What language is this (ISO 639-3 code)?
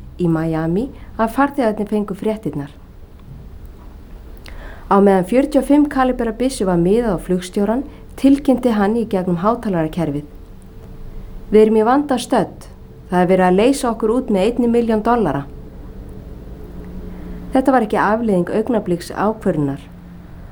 isl